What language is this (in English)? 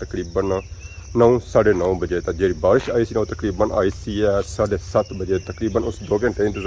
Pahari-Potwari